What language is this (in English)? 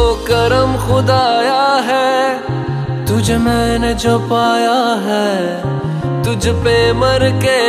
Hindi